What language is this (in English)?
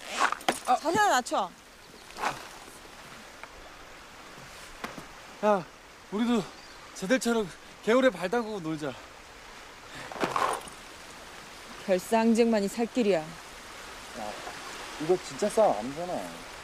Korean